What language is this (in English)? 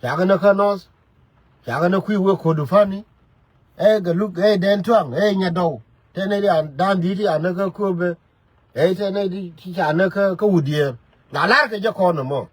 Nuer